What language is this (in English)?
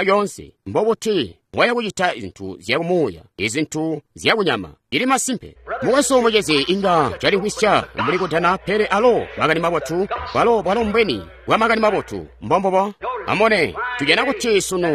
Tonga (Zambia)